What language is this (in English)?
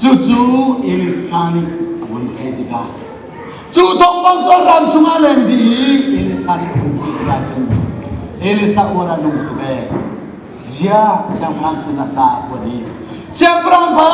Hakha Chin